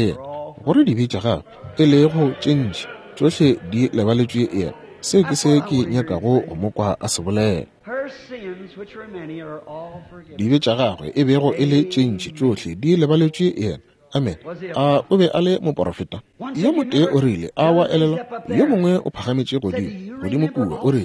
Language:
Northern Sotho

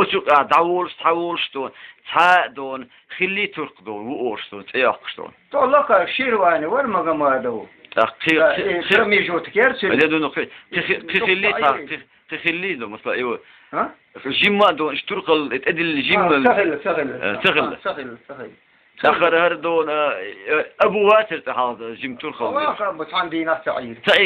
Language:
Chechen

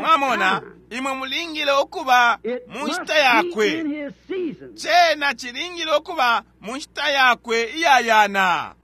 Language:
Bemba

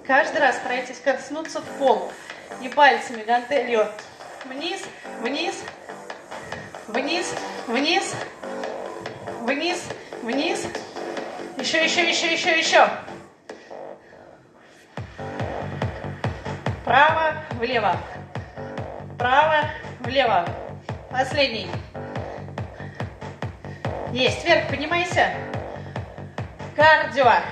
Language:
Russian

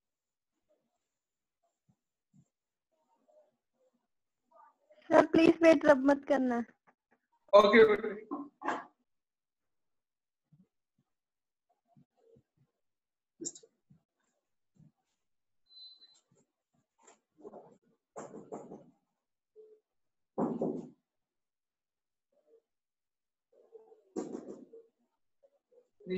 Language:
Hindi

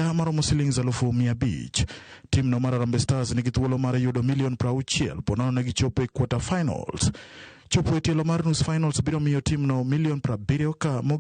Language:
Luo (Kenya and Tanzania)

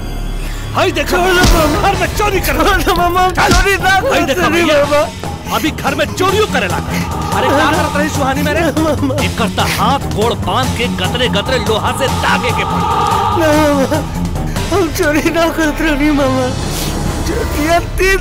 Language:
Bhojpuri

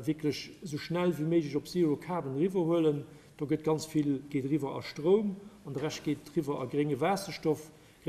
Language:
Luxembourgish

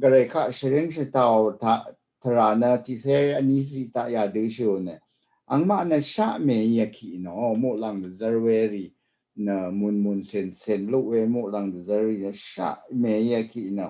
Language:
Rawang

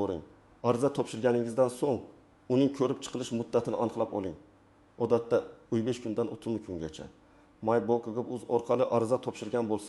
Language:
Uzbek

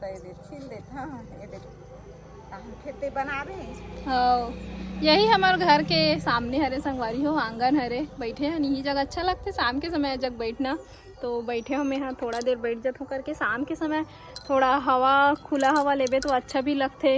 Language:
Chhattisgarhi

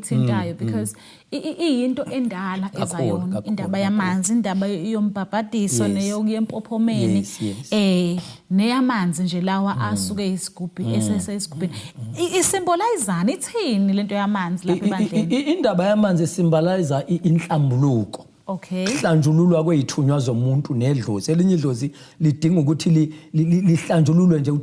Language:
Zulu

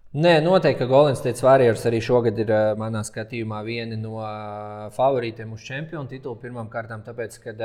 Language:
Latvian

